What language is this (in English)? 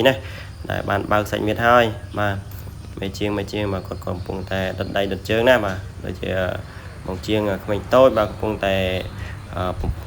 Khmer